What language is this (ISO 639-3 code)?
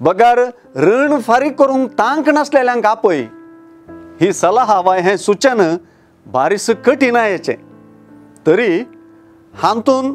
kok